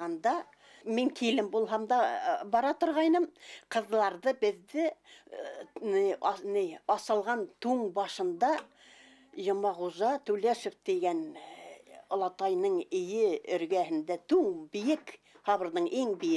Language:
Bashkir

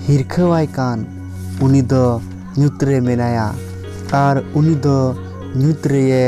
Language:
Santali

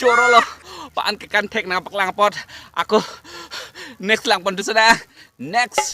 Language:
Karbi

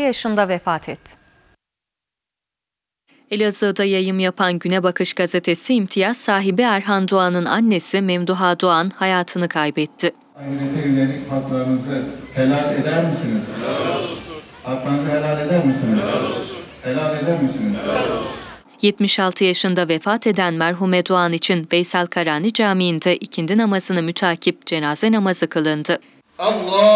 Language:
Turkish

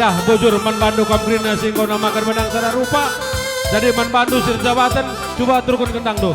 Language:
Batak Karo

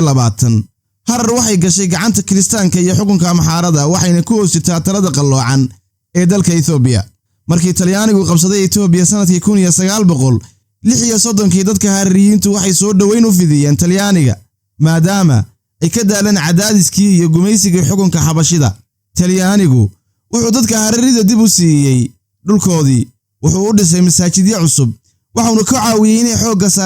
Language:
Somali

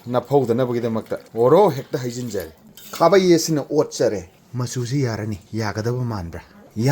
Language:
Manipuri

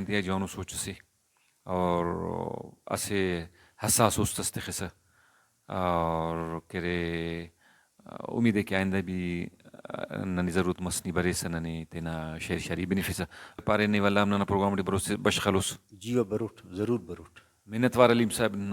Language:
Brahui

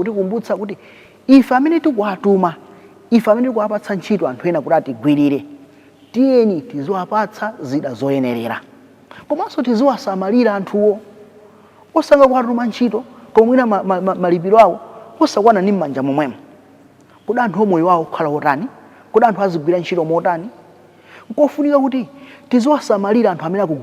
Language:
Nyanja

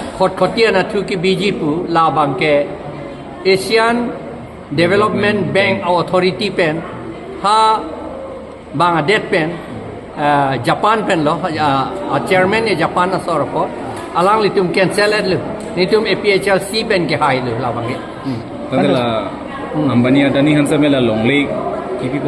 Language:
Karbi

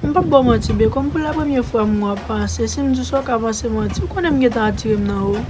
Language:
Haitian Creole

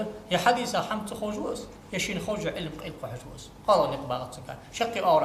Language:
Ingush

